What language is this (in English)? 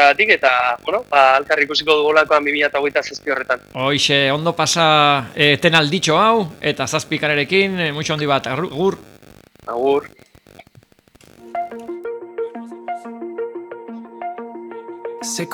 Basque